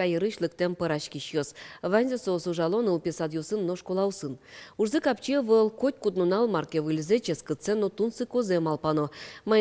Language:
Udmurt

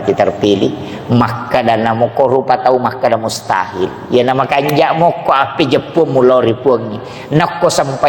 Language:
Buginese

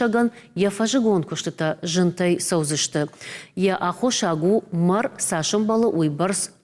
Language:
Ossetic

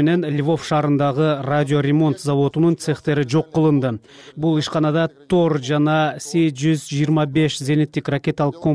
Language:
Kyrgyz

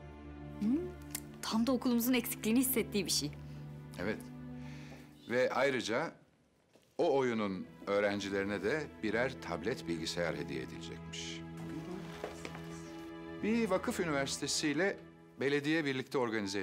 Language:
Turkish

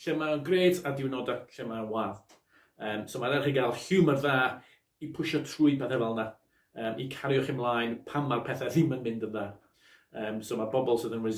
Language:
Welsh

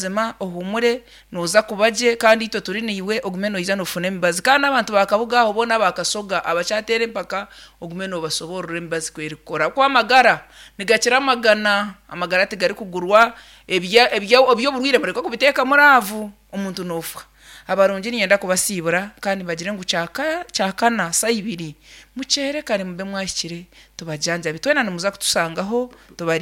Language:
Nyoro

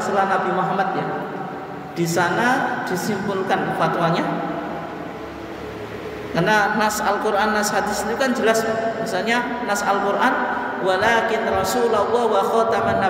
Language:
Indonesian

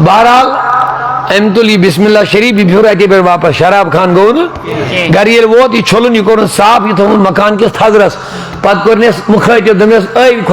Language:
Kashmiri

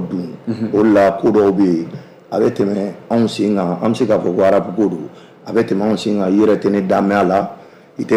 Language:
Bambara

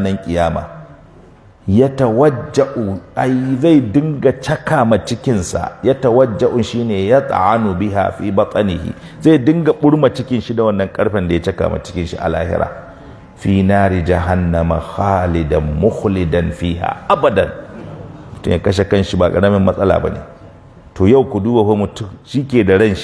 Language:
Hausa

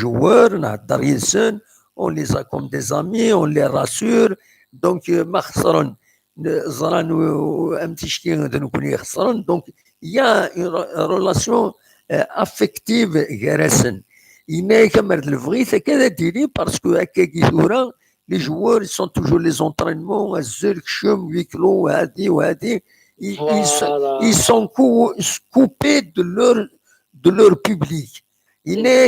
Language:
Kabyle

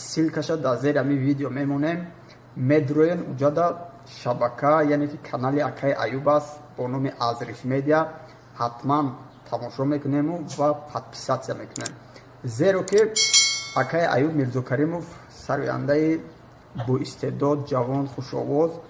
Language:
Tajik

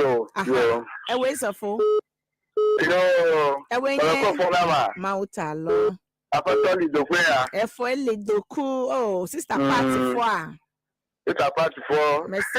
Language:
Ewe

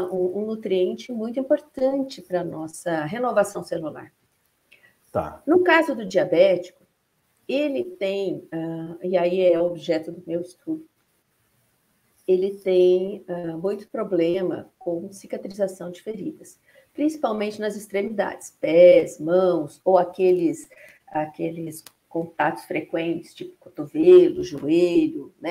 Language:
Portuguese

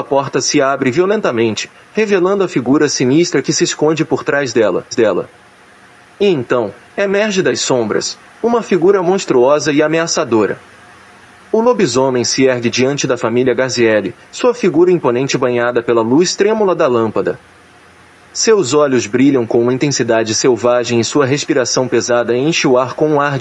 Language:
Portuguese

